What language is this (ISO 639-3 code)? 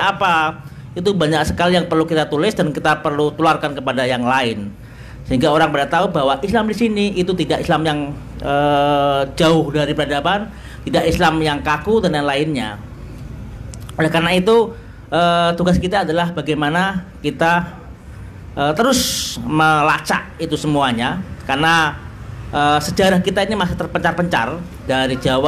ind